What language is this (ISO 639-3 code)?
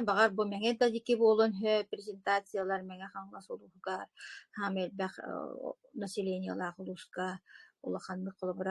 sah